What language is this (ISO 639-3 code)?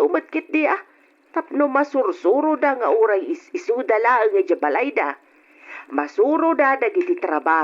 ilo